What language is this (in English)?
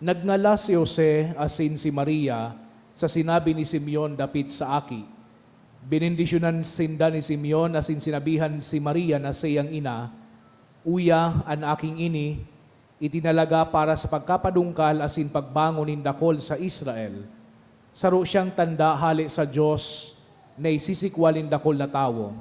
Bikol